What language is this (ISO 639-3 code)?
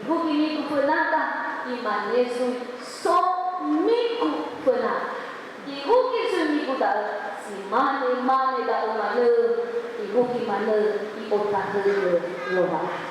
nia